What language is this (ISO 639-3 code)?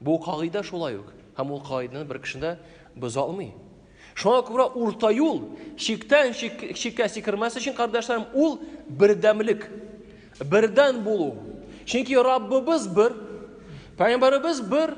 tat